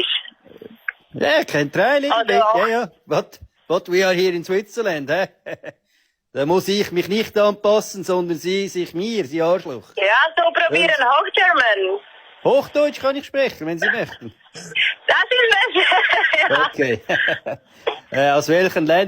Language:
Swiss German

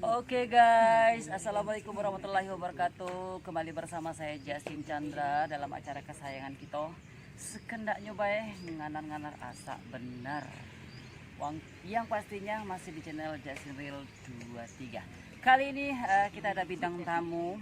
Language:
Musi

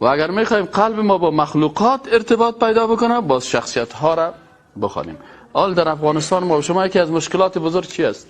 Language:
Persian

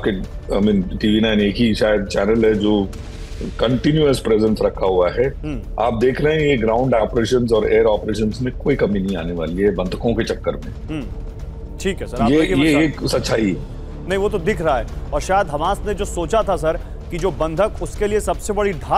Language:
Hindi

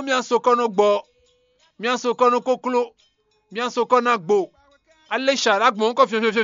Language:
Fon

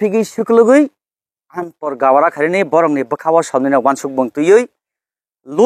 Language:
Kok Borok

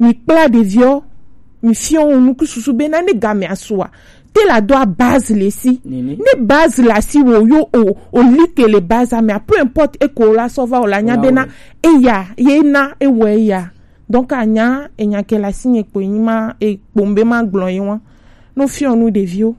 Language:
Gen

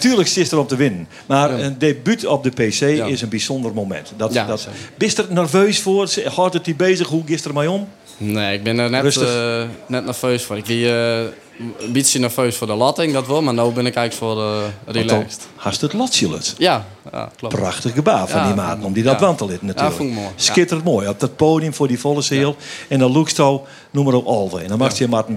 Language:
Western Frisian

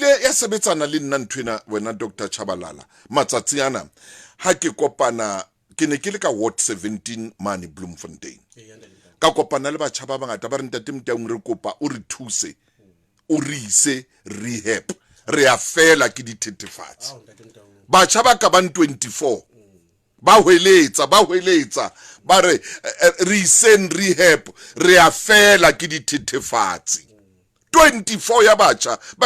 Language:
Southern Sotho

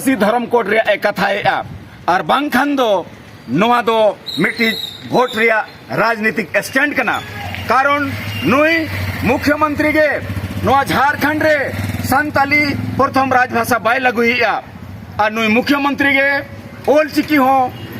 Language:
Santali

